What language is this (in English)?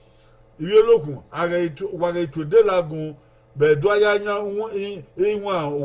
Bini